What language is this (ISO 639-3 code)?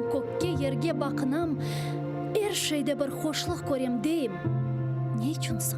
crh